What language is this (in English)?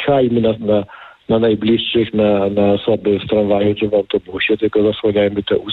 Polish